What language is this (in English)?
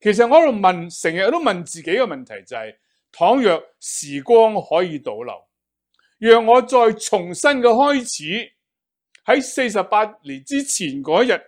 Cantonese